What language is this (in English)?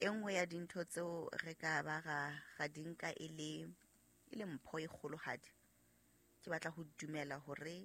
Southern Sotho